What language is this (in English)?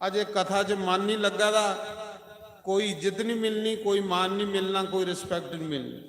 Dogri